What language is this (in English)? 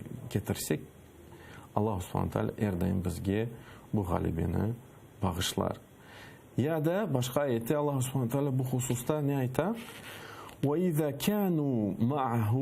Crimean Tatar